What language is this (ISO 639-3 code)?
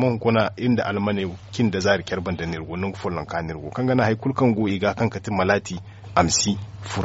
dje